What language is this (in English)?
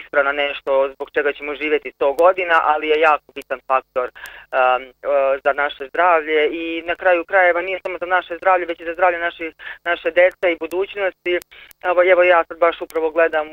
Bosnian